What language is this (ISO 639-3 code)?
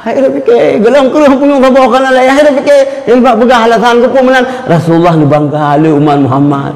ace